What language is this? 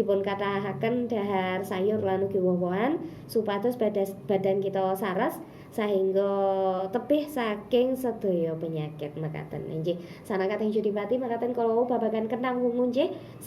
Javanese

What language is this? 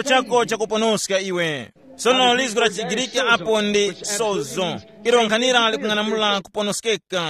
Tumbuka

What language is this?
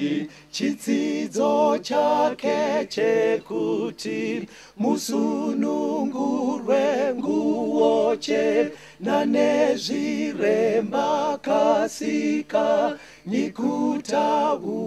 Shona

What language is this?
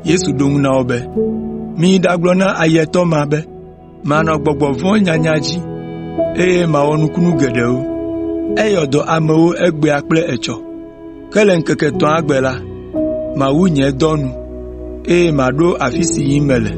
Ewe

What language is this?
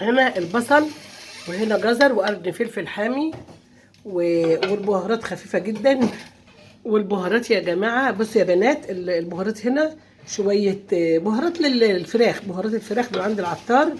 Egyptian Arabic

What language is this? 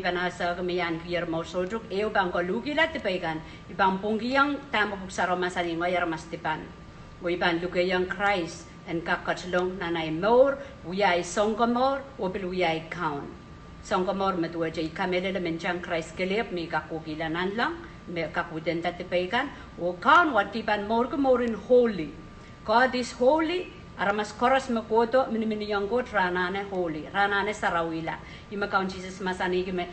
Pohnpeian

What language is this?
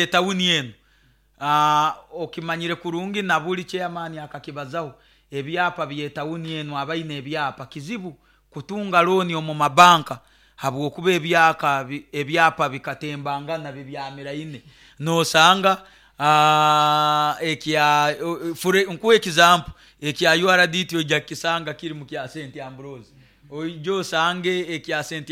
Nyoro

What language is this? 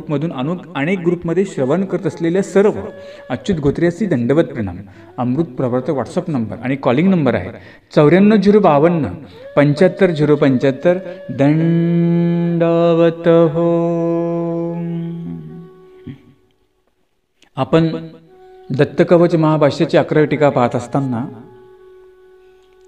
Marathi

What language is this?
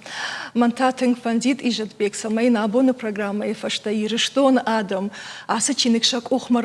Ossetic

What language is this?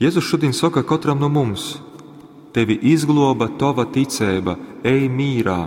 Latgalian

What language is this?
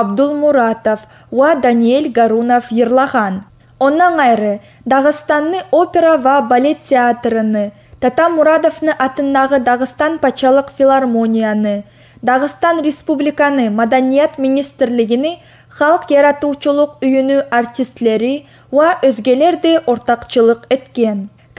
Kumyk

